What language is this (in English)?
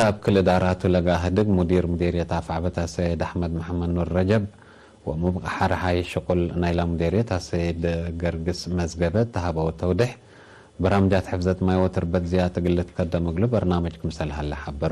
Tigre